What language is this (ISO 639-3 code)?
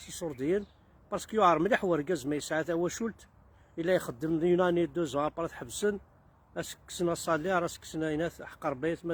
kab